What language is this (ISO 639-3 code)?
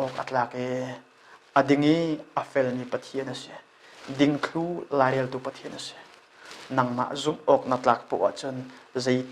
cnh